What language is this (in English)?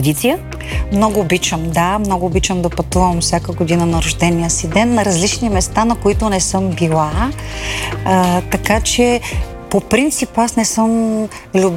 Bulgarian